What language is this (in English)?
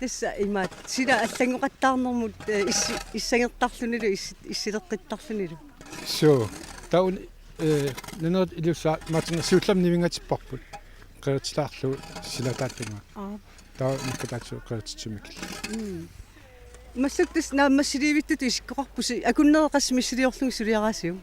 Kalaallisut